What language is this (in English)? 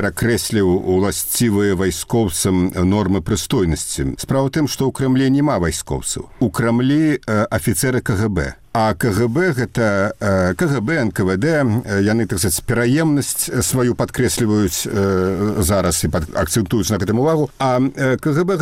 Belarusian